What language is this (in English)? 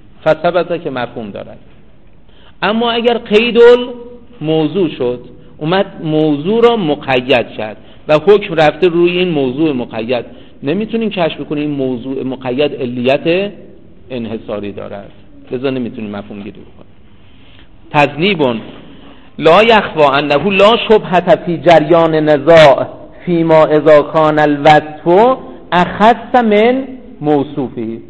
Persian